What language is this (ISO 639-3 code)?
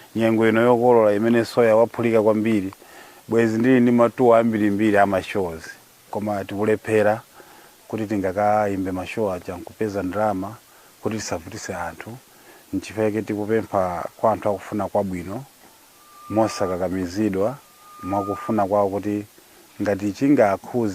nya